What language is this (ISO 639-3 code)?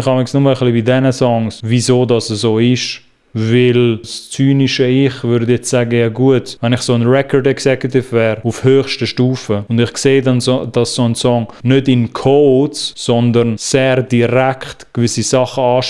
gsw